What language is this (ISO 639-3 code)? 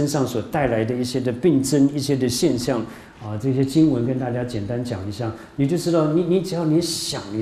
zho